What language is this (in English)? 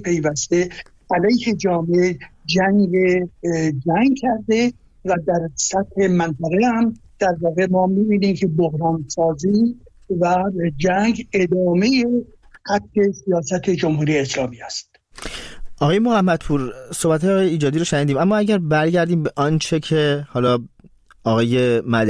Persian